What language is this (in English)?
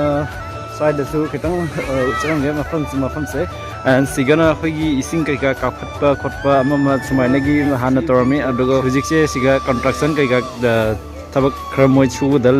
Manipuri